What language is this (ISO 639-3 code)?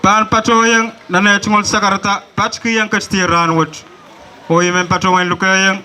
pon